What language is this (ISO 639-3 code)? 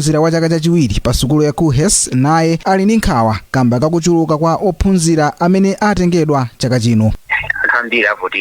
nya